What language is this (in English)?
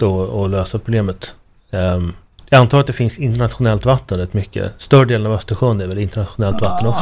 Swedish